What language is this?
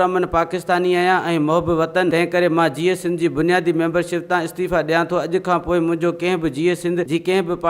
Sindhi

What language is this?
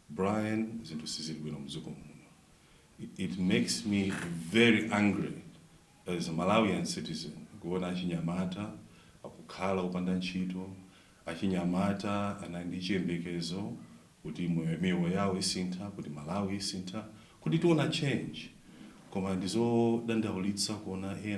Nyanja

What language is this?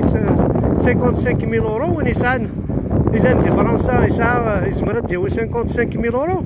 Kabyle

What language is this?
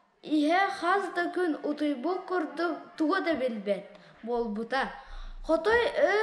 Yakut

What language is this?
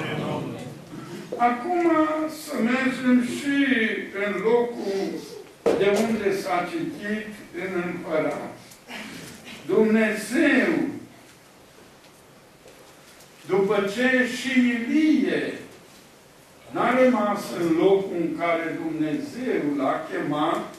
Romanian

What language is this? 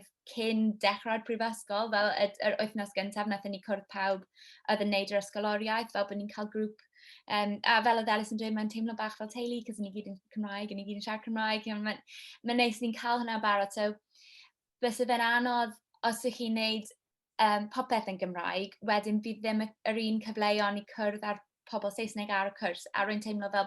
Welsh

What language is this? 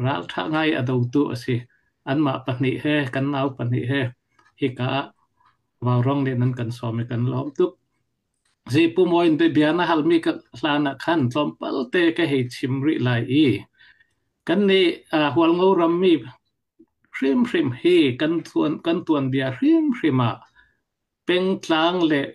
Falam Chin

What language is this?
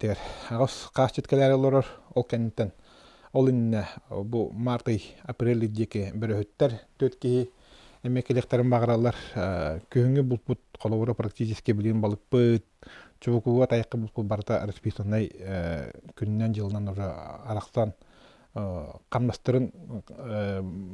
Yakut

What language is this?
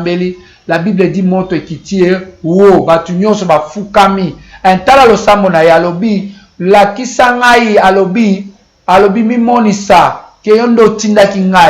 Lingala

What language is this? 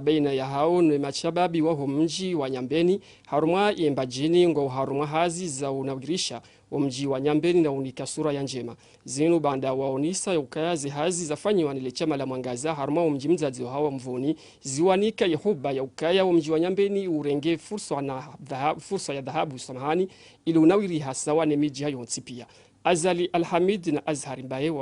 Ngazidja Comorian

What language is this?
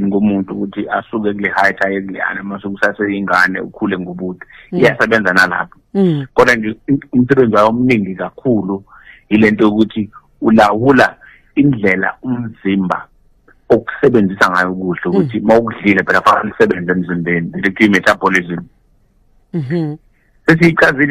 Zulu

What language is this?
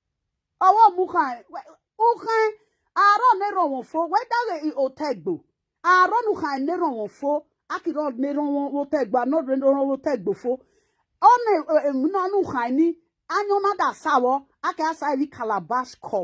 Nigerian Pidgin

